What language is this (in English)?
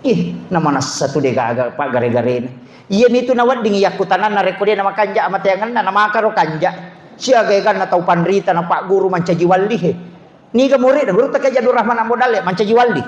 Buginese